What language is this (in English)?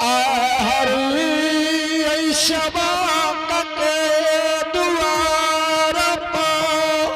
Angika